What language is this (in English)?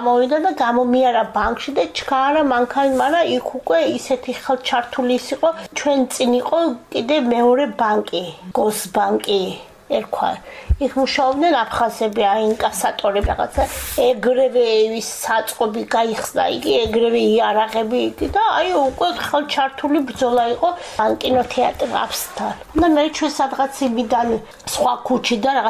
Georgian